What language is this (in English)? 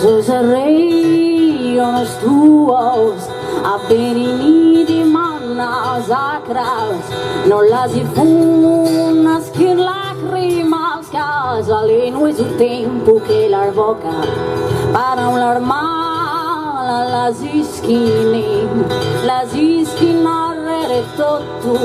Sardinian